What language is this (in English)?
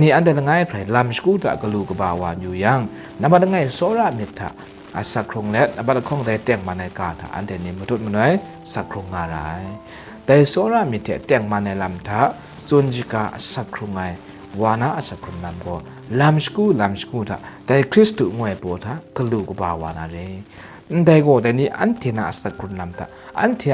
Kachin